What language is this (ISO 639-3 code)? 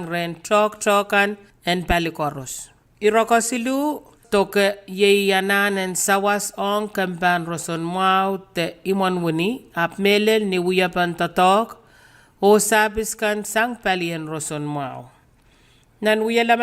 pon